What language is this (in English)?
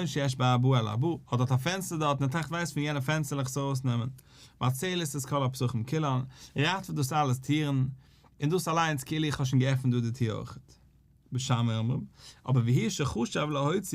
Yiddish